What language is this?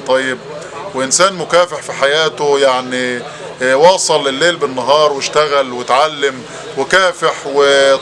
Egyptian Arabic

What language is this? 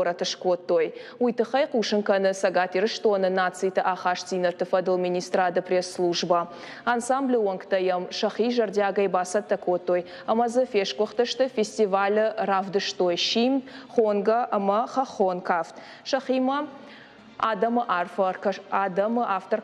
Ossetic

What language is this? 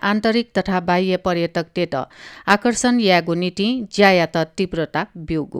Newari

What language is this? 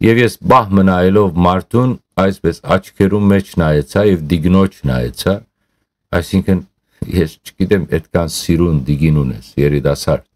Western Armenian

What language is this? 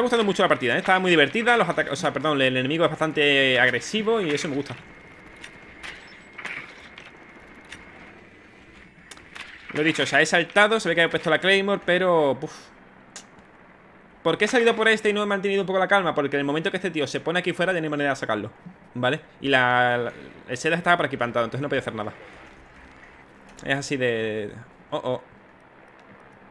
Spanish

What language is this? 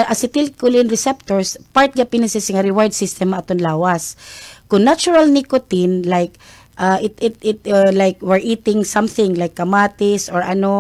Waray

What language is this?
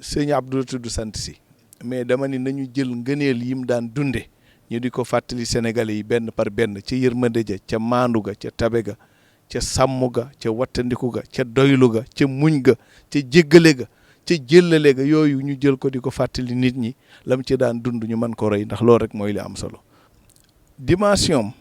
Wolof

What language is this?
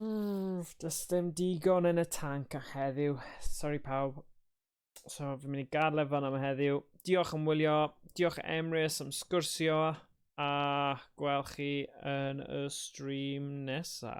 Welsh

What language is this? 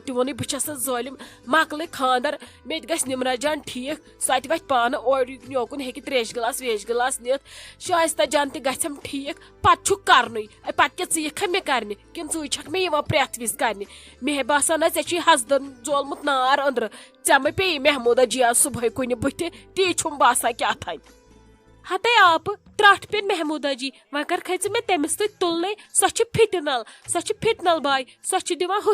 Kashmiri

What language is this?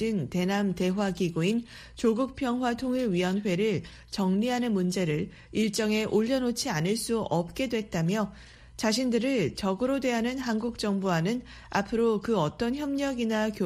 Korean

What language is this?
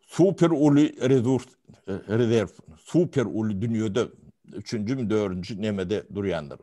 Turkmen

